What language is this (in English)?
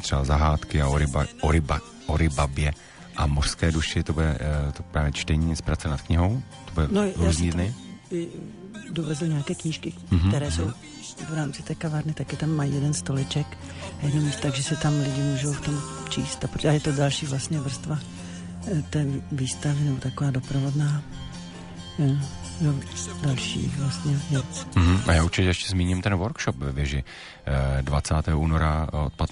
Czech